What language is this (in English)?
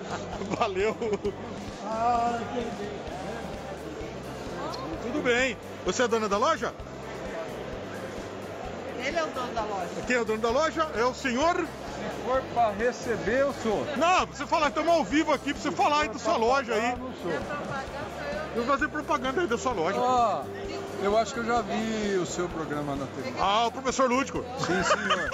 Portuguese